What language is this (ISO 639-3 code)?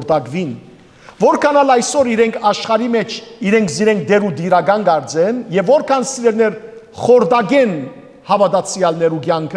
hyw